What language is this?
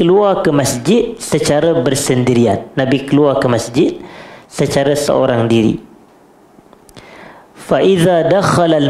Malay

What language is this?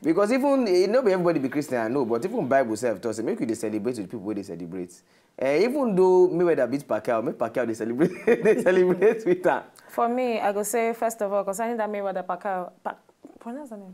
Nigerian Pidgin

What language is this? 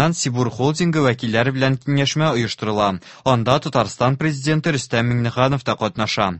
Tatar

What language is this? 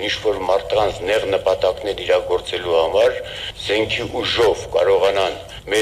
Armenian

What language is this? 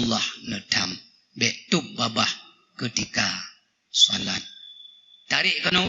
Achinese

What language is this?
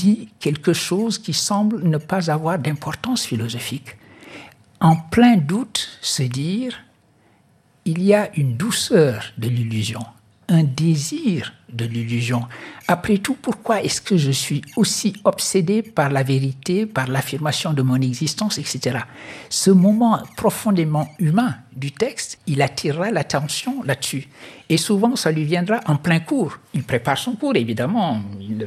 French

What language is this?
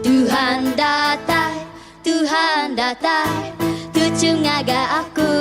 Iban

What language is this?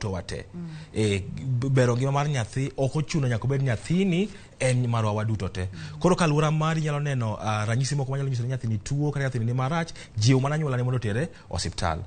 Luo (Kenya and Tanzania)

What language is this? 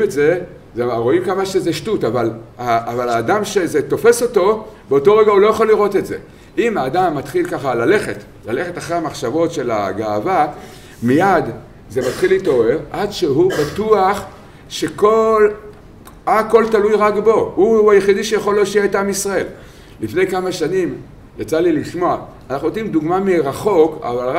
Hebrew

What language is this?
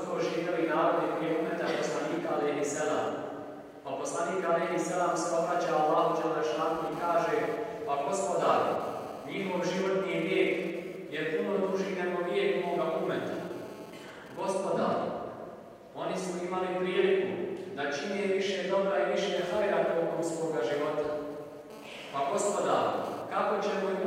Bosnian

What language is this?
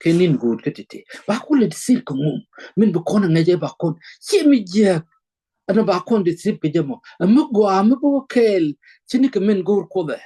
Nuer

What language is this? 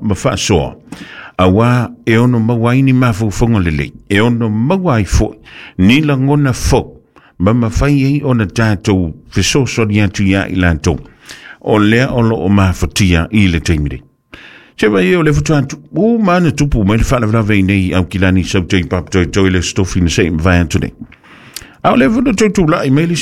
Samoan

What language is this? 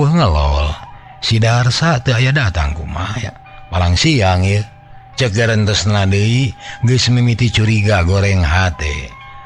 Sundanese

